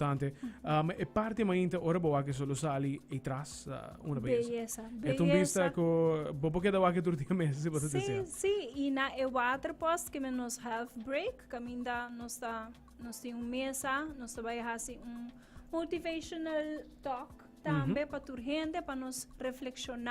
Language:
Papiamento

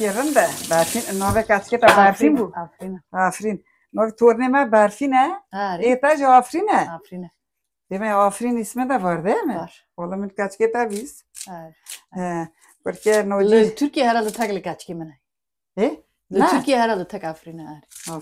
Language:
Kurdish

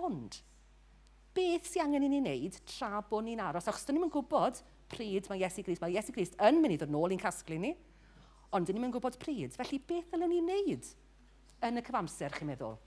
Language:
Welsh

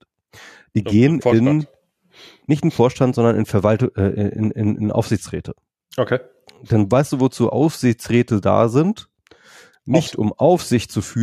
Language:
German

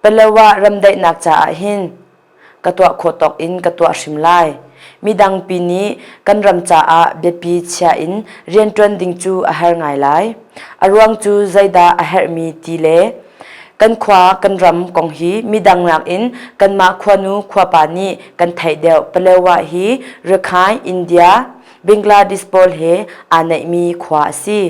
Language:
Hakha Chin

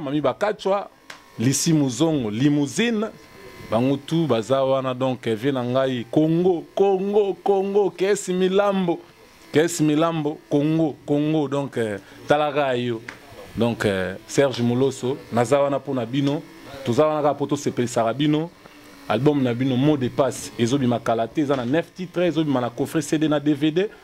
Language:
Lingala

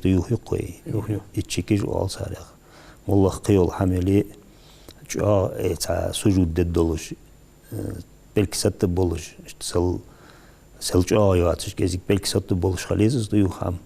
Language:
Ingush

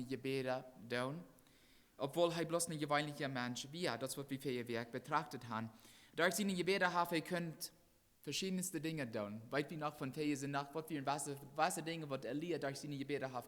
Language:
Plautdietsch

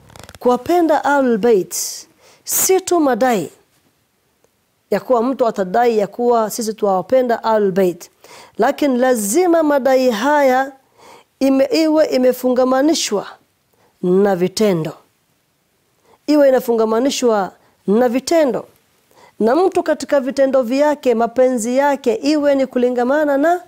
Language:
Swahili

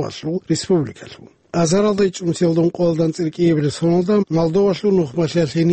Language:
Avaric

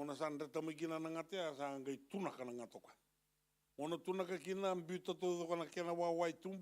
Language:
Fijian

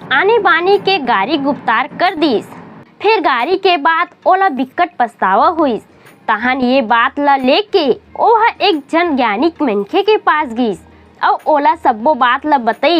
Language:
Chhattisgarhi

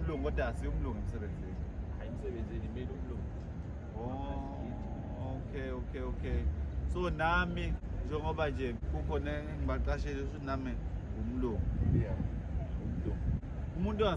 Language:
Zulu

